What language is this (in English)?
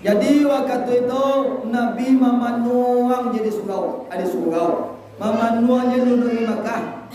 Minangkabau